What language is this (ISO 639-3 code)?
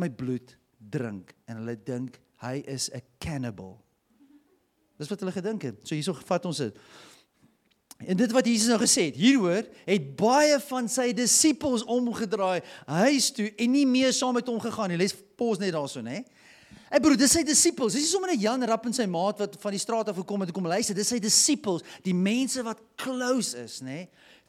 afr